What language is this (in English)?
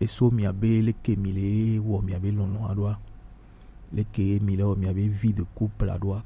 Gen